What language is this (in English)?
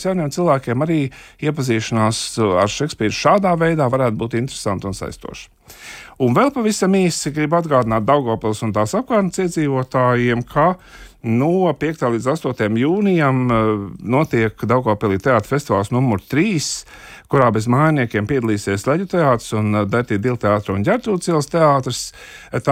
Latvian